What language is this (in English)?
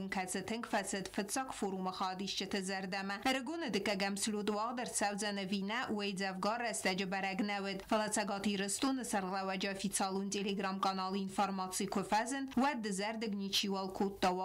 Ossetic